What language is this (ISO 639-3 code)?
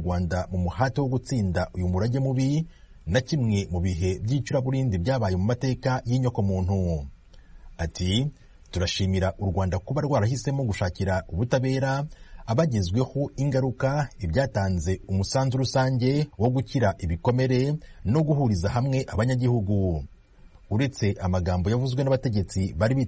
kin